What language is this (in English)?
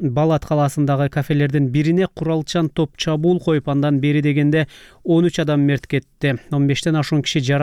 Kyrgyz